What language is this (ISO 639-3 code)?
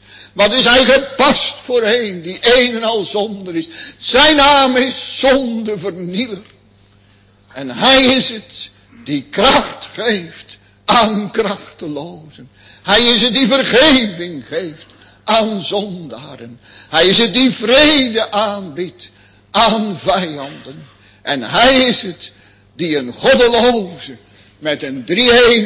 nld